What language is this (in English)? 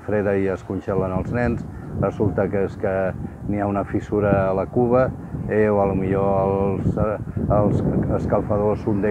Catalan